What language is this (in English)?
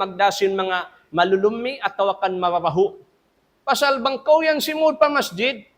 Tausug